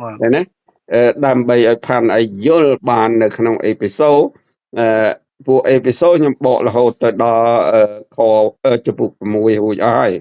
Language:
Khmer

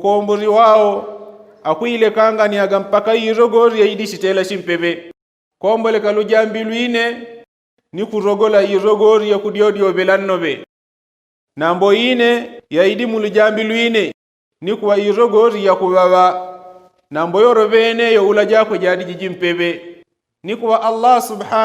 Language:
Yao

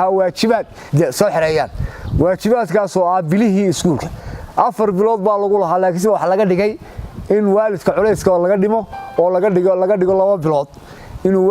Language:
Somali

